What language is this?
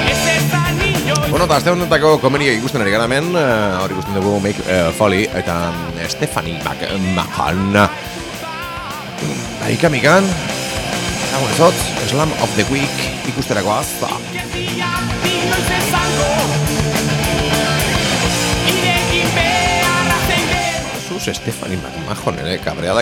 Basque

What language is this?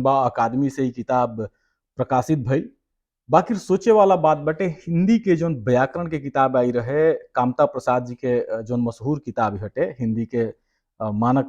Bhojpuri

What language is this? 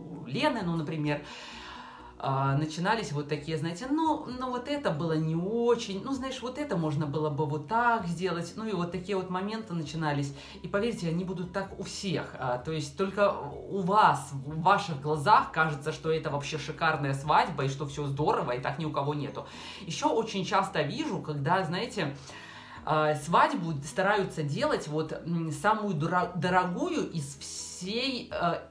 Russian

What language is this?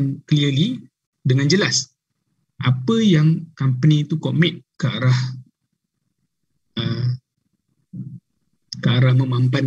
Malay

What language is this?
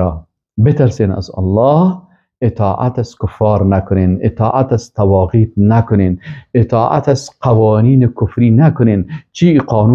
Persian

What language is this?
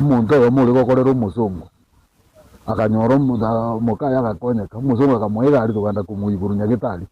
Gusii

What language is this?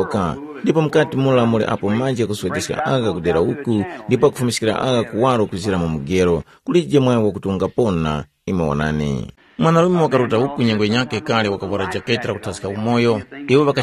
Tumbuka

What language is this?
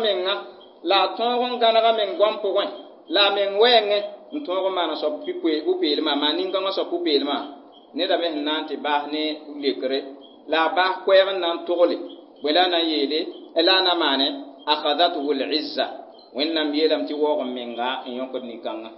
Mossi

